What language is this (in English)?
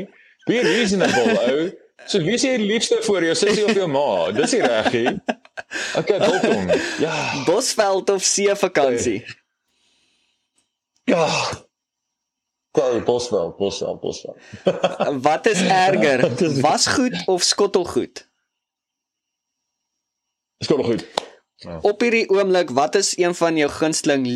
Afrikaans